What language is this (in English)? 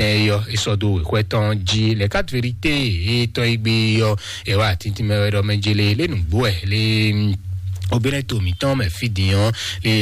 Fon